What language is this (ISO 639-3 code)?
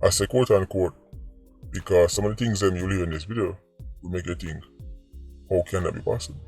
jam